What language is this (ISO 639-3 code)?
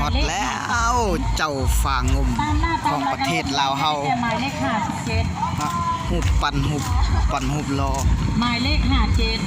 lao